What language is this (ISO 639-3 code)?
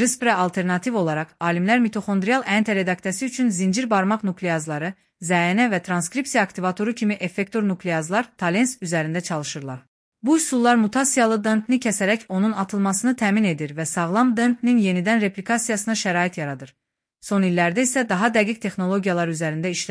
aze